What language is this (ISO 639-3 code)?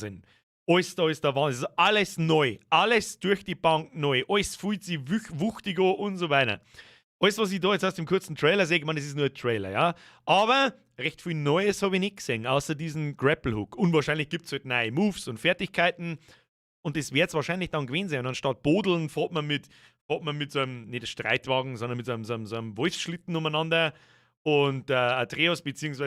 bar